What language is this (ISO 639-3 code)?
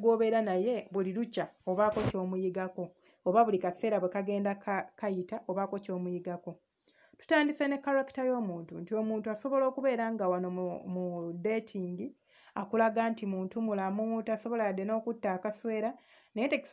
lug